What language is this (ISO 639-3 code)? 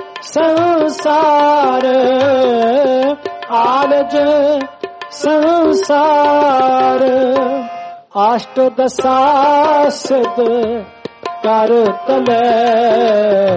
pan